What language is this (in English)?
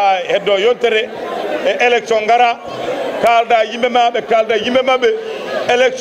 Fula